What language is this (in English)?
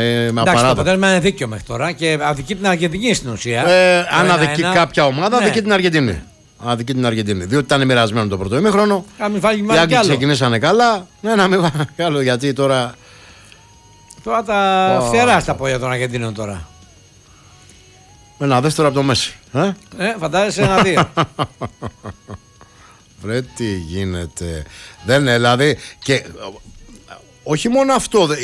Greek